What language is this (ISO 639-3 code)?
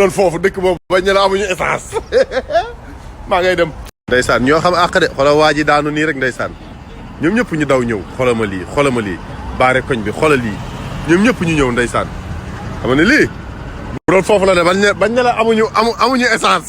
wol